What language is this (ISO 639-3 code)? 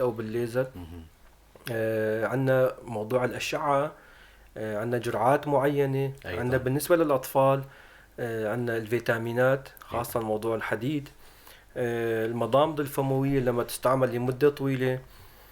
apc